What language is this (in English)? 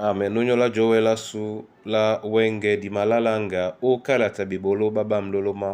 Duala